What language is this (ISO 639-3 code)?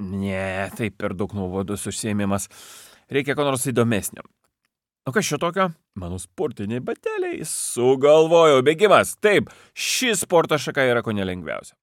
lit